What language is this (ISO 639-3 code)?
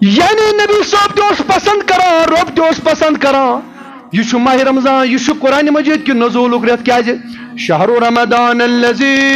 kas